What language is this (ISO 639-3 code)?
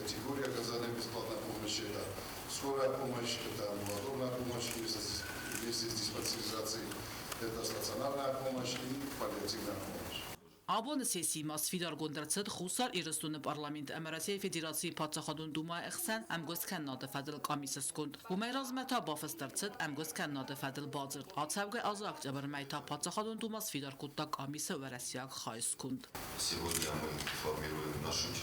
oss